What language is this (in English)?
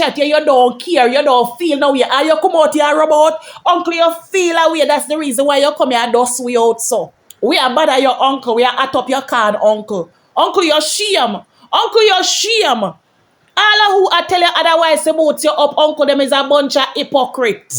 Jamaican Creole English